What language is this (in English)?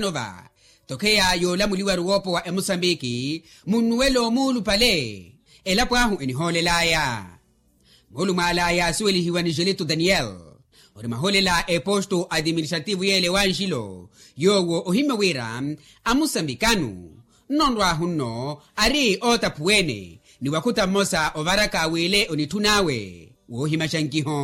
Makhuwa